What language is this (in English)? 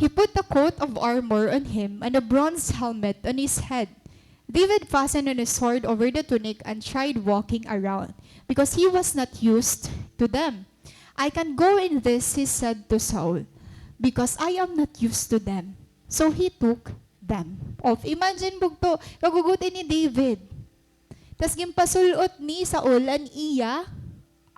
Waray